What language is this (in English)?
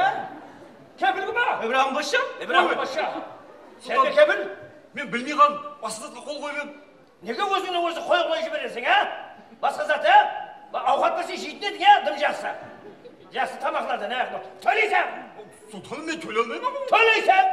Kara-Kalpak